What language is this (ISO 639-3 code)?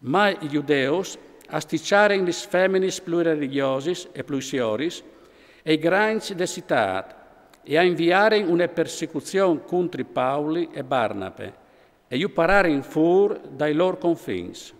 fur